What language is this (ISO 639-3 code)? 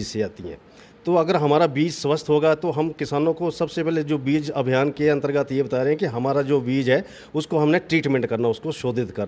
hin